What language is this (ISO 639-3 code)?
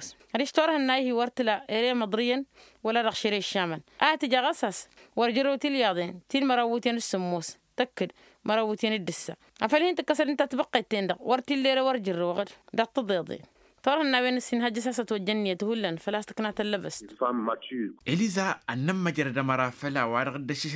taq